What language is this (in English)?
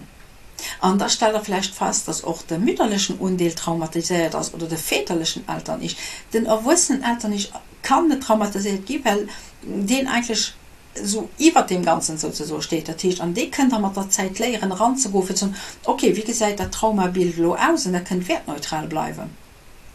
Luxembourgish